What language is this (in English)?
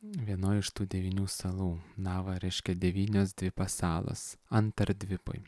Lithuanian